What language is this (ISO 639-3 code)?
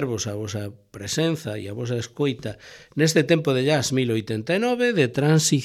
glg